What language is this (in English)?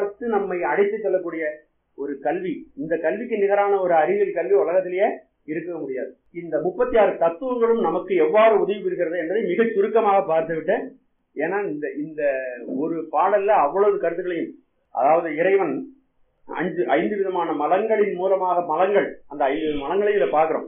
Tamil